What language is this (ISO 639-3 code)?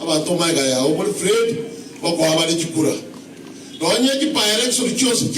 guz